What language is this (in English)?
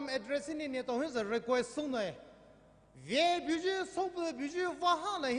Poumei Naga